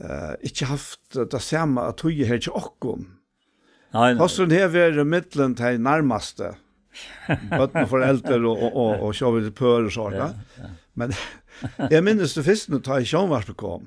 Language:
Faroese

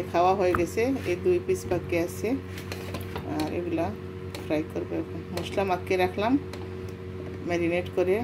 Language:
Bangla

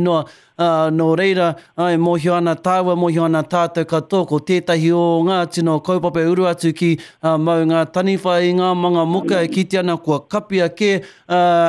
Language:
Māori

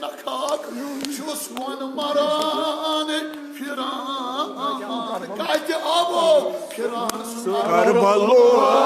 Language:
Kashmiri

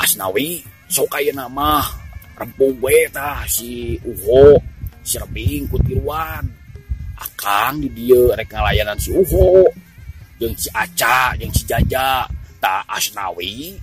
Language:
Sundanese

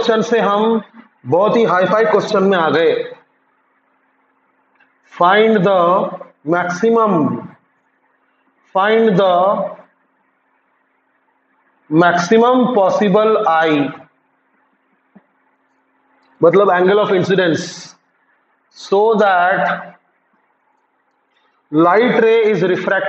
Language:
Hindi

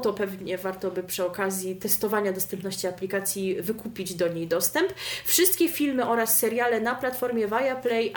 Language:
Polish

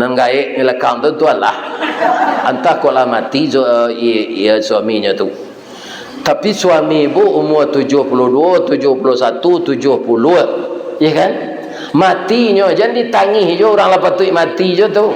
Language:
Minangkabau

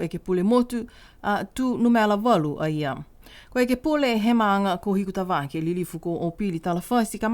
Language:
Niuean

